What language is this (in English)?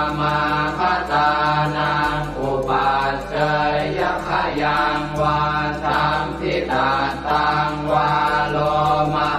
Pali